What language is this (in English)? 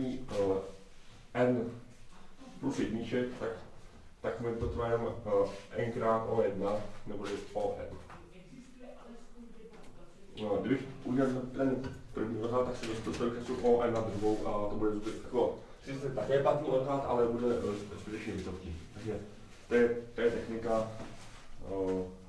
Czech